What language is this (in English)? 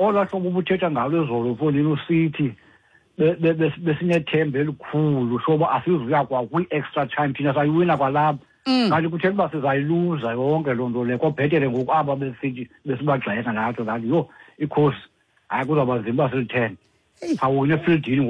Xhosa